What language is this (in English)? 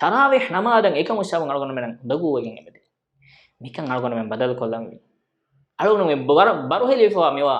Divehi